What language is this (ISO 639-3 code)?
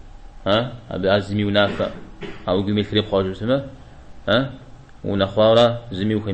kbd